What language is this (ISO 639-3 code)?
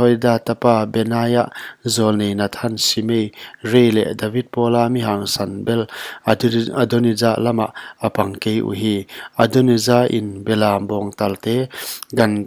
pck